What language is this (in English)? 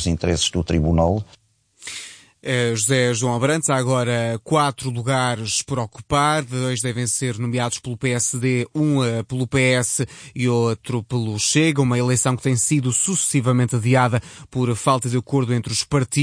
Portuguese